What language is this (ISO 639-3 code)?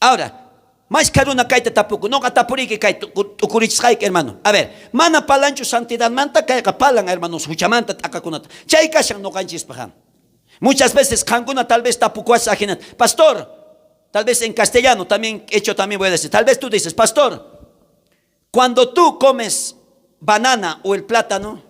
quh